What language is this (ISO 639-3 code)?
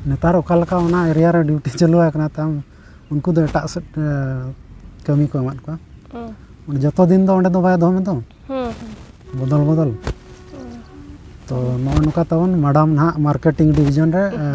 sat